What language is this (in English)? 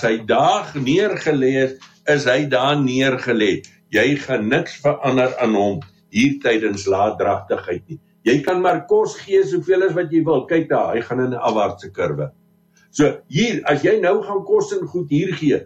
Afrikaans